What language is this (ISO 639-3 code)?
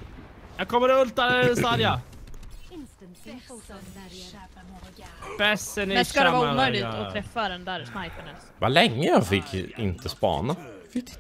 swe